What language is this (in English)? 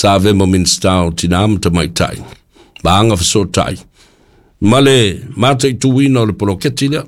Samoan